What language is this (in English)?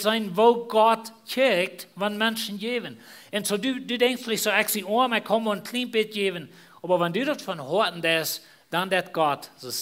Plautdietsch